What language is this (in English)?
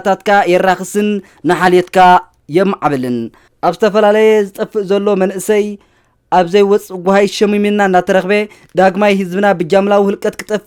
Tigrinya